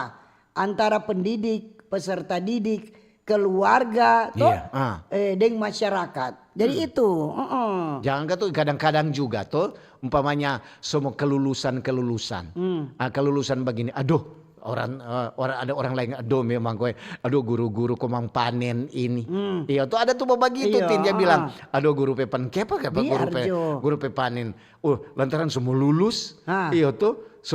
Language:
Manado Malay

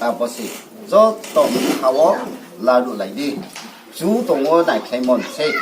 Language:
Riang (India)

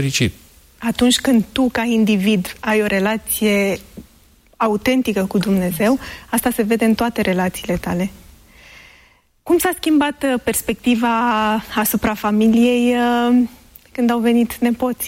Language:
Romanian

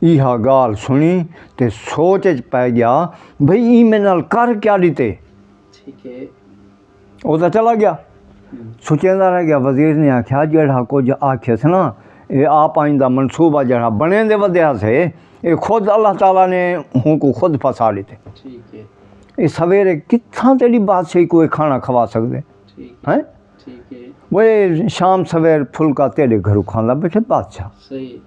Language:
Saraiki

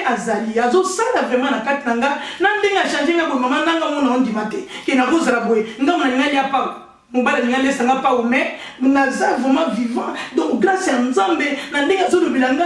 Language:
Lingala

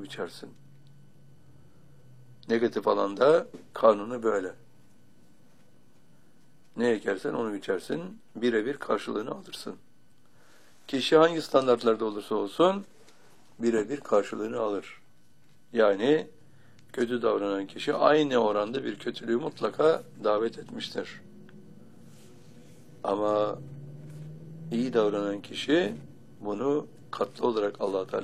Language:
Turkish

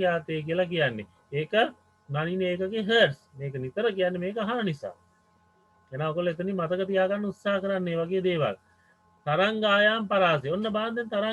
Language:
Sinhala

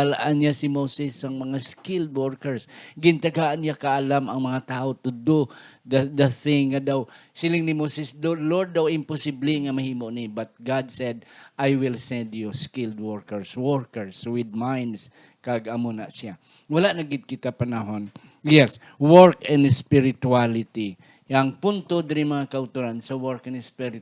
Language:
Hiligaynon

